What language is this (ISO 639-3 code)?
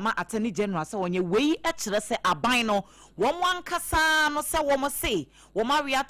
aka